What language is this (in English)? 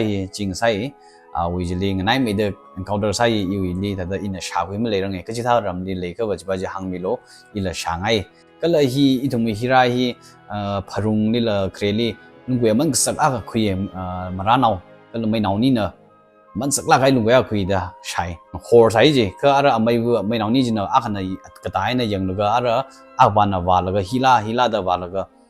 Tangkhul Naga (India)